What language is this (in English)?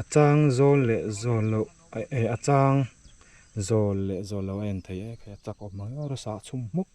Mizo